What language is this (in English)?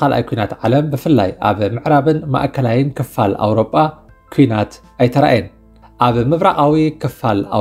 Tigrinya